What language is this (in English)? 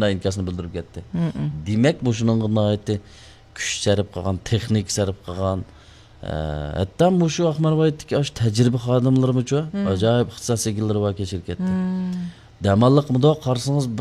Uyghur